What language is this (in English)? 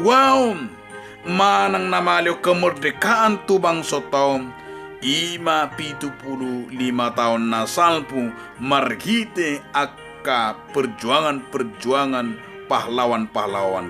Batak Toba